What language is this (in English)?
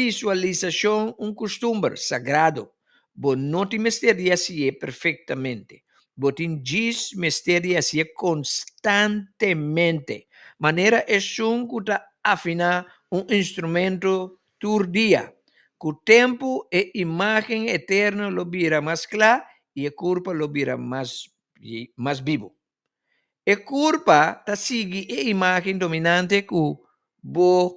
Papiamento